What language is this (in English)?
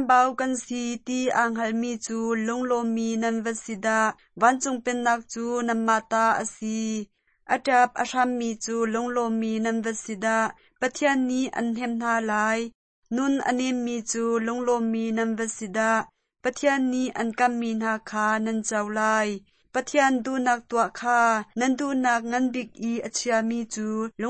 Hakha Chin